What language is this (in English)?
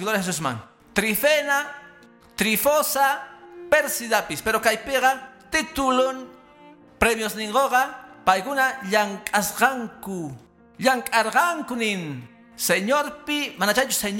Quechua